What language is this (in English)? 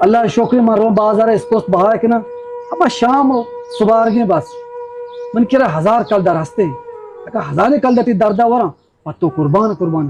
Baluchi